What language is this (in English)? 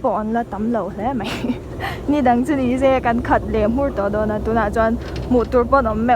Mizo